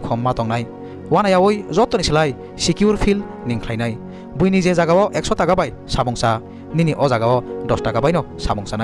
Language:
Kok Borok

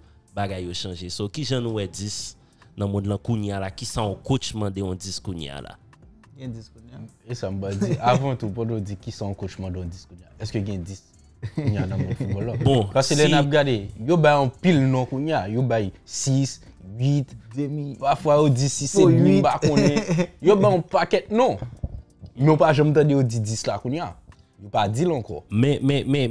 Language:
Haitian Creole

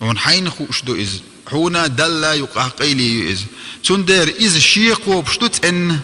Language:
Chechen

